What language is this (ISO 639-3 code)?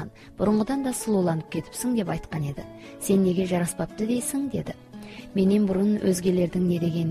kaz